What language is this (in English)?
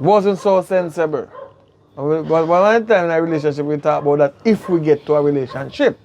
Jamaican Creole English